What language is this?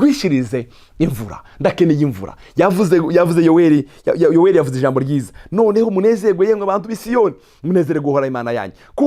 Rundi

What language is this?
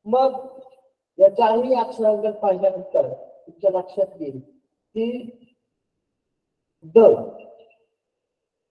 Marathi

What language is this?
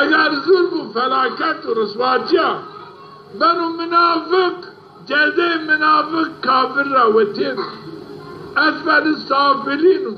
Zaza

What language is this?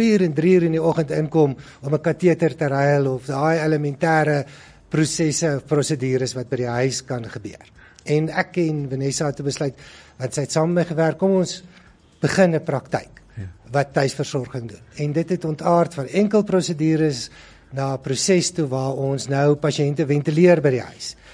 Afrikaans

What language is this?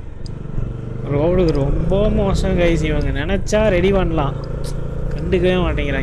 Tamil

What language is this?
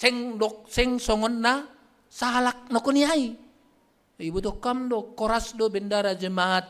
Batak Simalungun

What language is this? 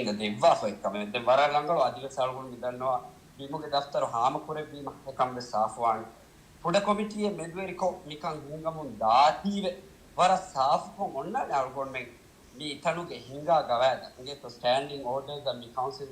Divehi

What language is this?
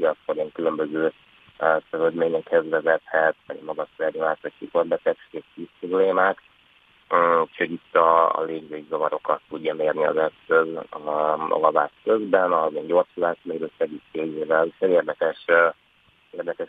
Hungarian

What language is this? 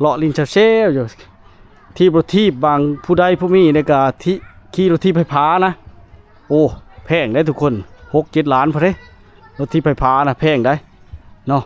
Lao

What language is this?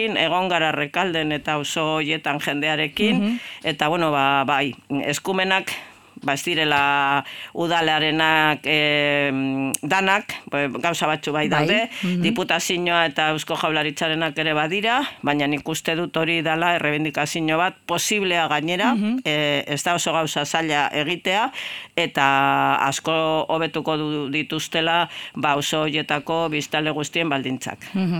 Basque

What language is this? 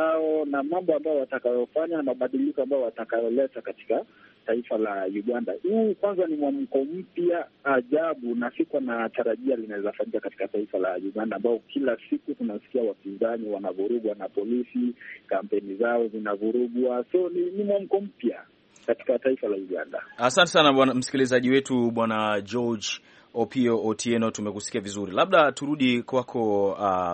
Swahili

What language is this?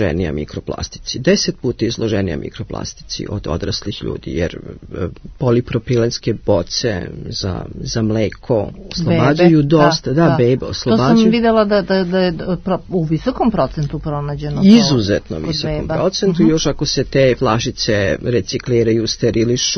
Serbian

